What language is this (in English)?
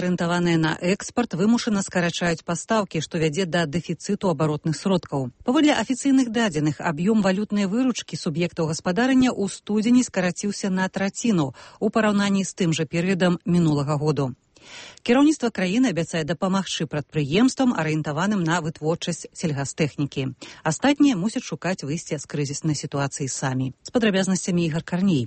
Belarusian